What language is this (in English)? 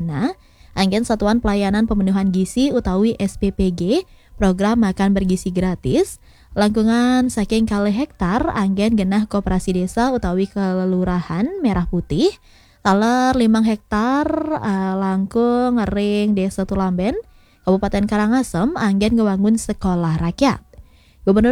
Balinese